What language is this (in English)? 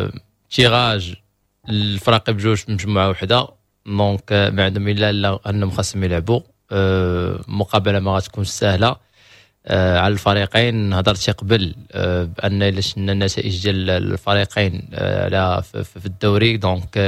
Moroccan Arabic